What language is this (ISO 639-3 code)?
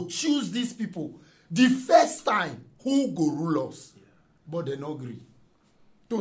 pcm